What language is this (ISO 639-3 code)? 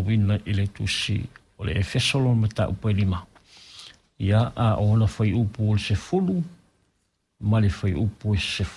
smo